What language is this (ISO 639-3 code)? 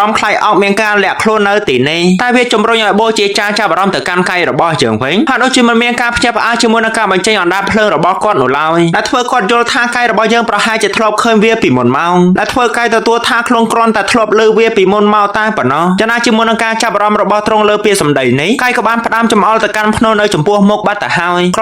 khm